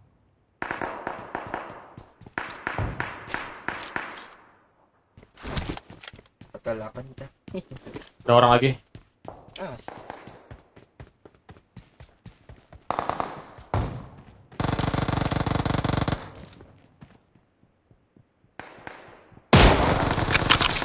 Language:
Indonesian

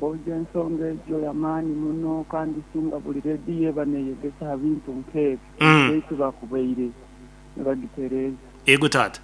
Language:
Nyoro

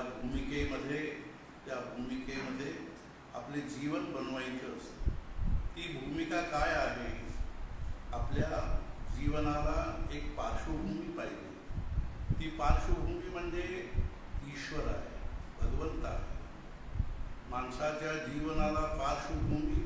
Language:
Marathi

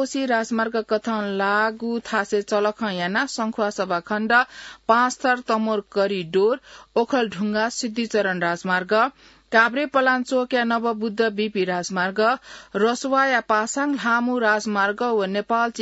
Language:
Newari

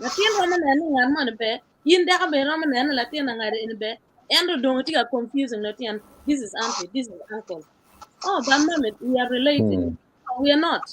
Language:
Acoli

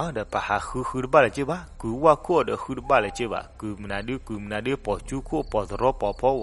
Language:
S'gaw Karen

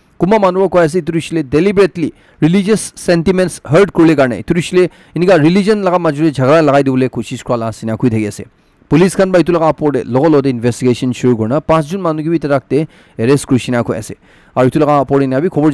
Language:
Naga Pidgin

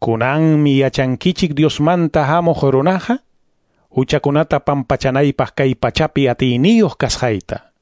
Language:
Quechua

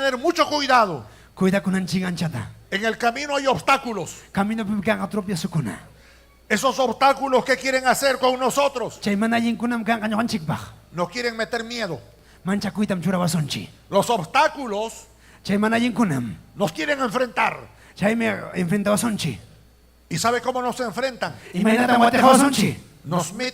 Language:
Ayacucho Quechua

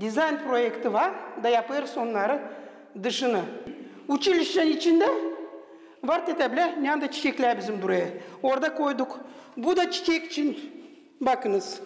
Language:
Gagauz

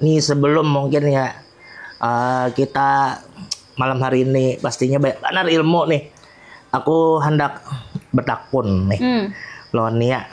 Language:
Banjar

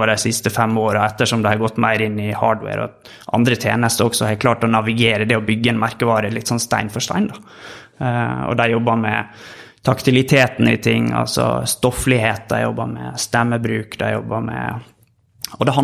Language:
Norwegian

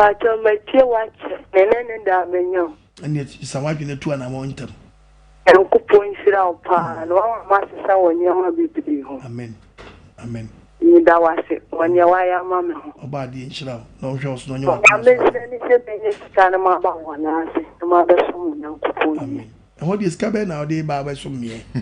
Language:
Akan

